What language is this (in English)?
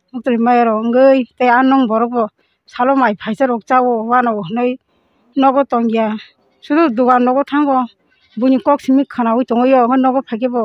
Kok Borok